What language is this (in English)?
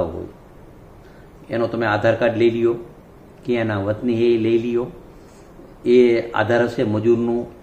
Gujarati